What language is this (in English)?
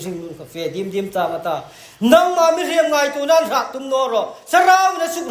Hmar